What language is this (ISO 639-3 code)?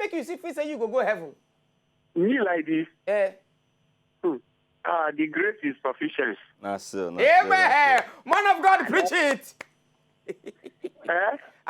pcm